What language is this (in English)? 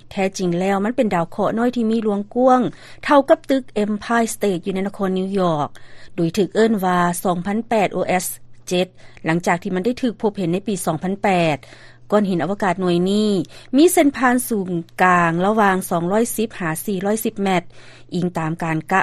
Lao